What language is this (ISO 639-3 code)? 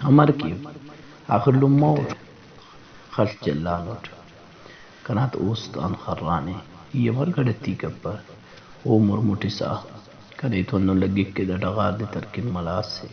brh